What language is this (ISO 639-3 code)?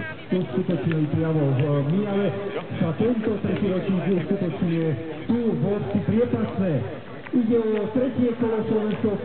slk